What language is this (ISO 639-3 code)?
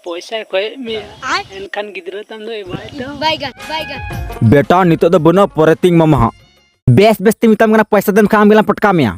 sat